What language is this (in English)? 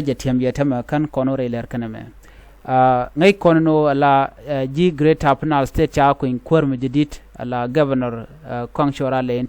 Nuer